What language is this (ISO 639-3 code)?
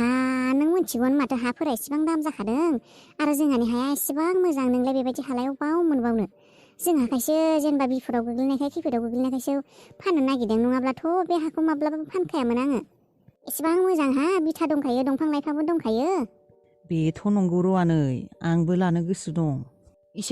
brx